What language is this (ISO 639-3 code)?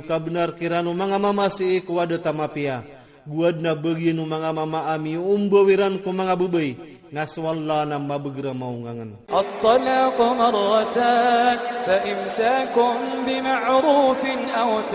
ilp